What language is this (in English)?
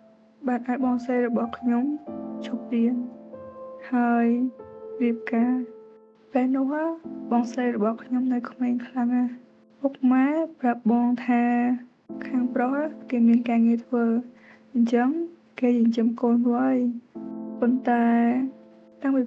Khmer